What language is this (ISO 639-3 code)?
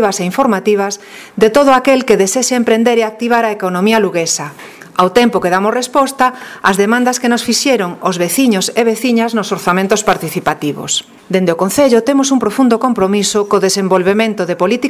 glg